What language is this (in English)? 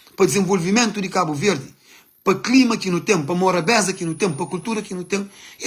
Kabuverdianu